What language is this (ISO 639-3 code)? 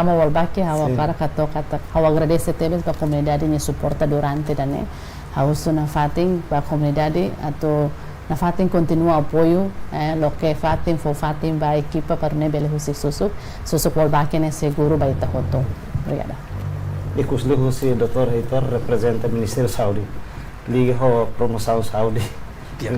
tet